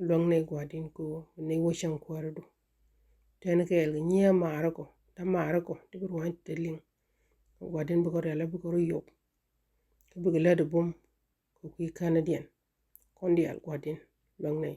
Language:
Nuer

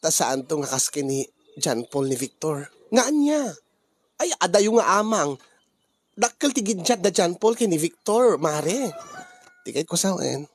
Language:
Iloko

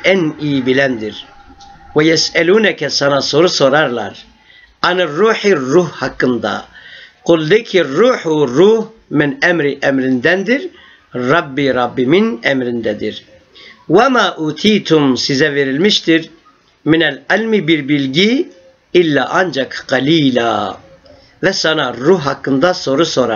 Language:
Turkish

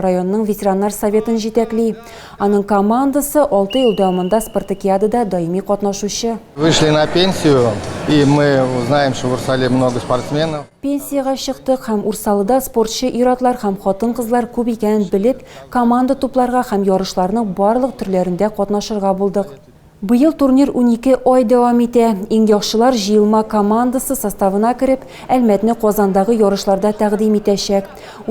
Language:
Tatar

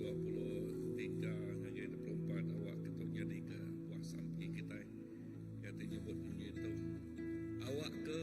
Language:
Iban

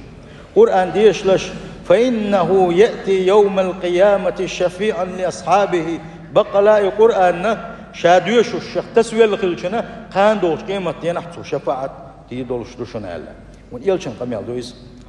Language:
Chechen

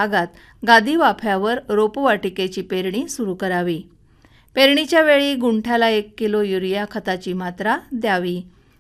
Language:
Marathi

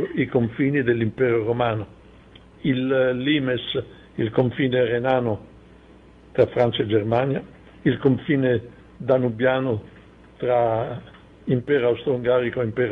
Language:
Italian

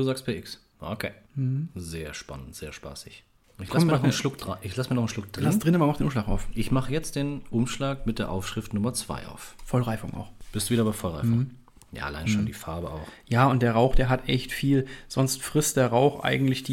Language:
German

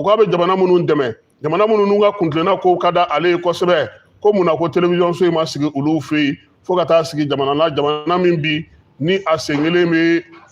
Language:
Bambara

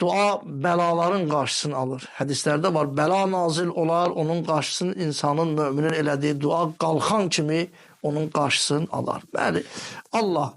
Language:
Azerbaijani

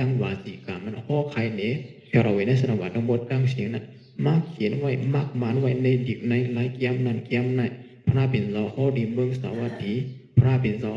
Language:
Shan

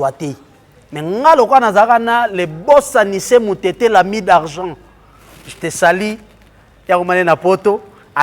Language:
Lingala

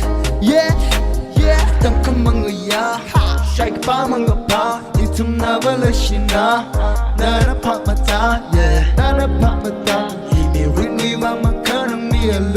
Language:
Tangkhul Naga (India)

